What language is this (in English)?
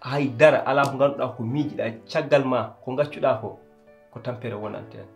Fula